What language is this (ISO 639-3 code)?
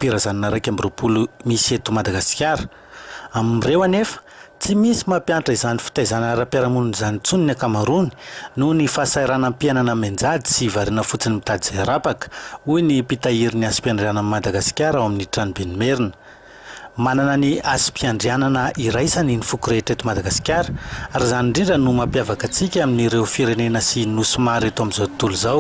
mlg